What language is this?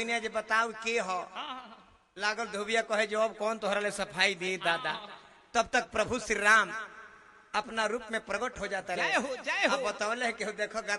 Bhojpuri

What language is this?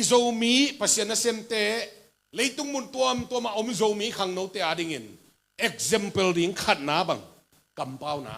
Tedim Chin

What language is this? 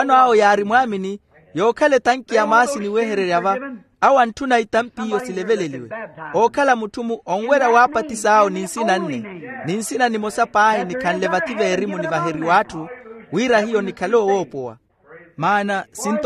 Makhuwa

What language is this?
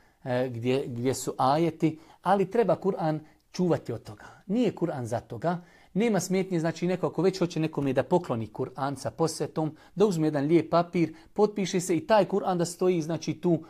Bosnian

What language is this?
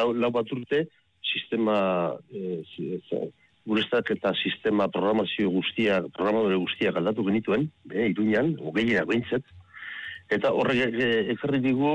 Basque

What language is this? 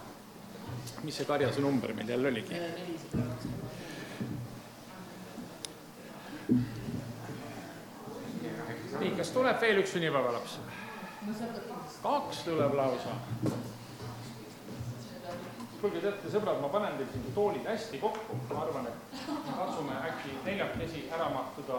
Estonian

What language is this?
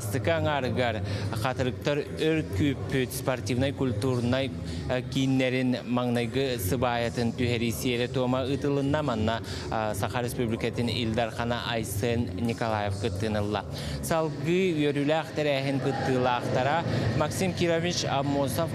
Yakut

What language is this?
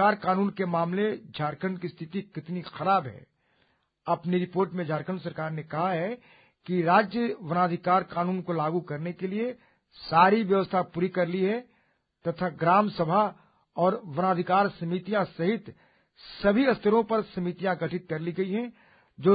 Hindi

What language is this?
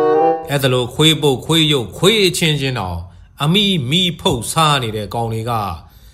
Burmese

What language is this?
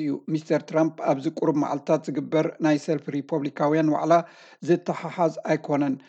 Tigrinya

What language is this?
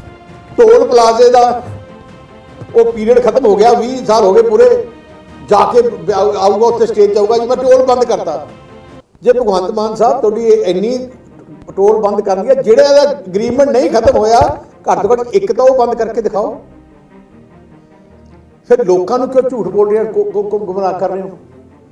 Punjabi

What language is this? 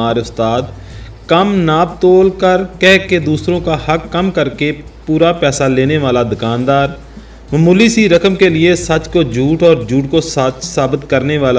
Hindi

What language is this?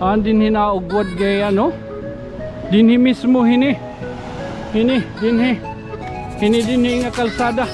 Waray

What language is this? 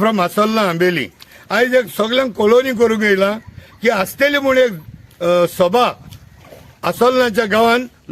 Konkani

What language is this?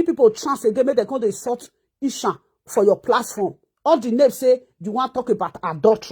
Nigerian Pidgin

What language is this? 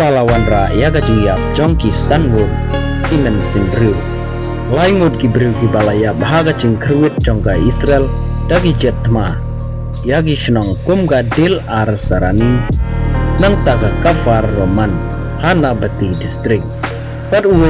Khasi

